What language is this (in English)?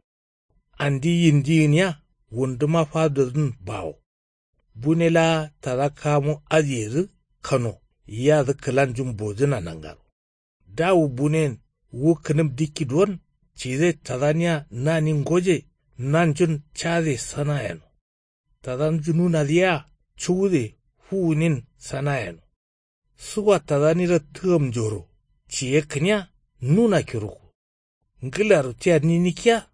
Kanuri